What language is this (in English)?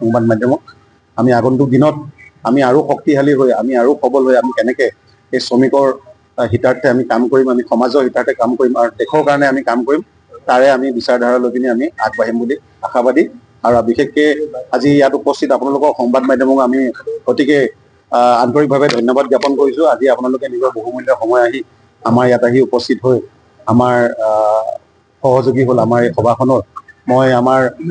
Assamese